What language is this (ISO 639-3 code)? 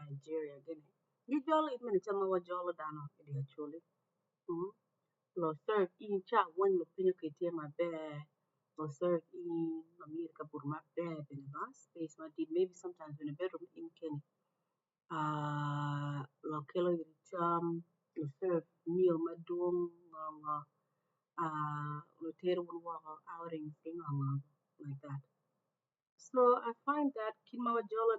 ach